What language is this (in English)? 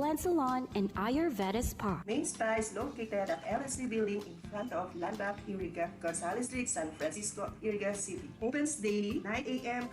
Bikol